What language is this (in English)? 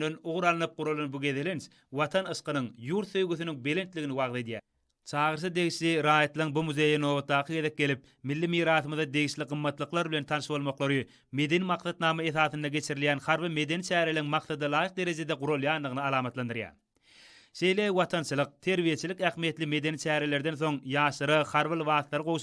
Turkmen